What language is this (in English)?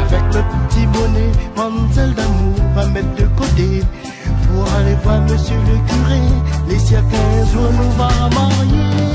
Réunion Creole French